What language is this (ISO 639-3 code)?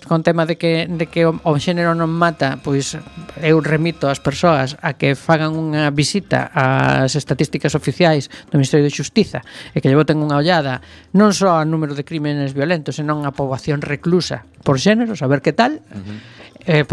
glg